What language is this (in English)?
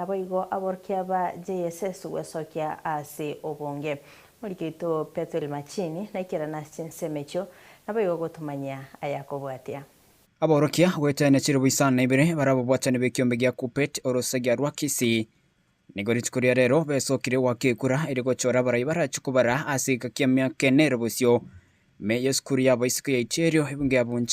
Gusii